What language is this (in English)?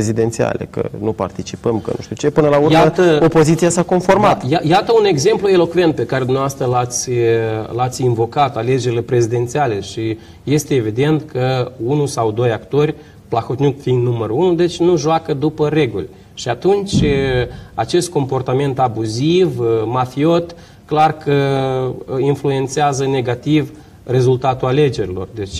Romanian